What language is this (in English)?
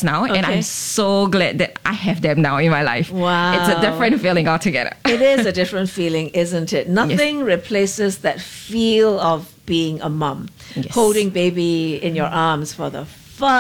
English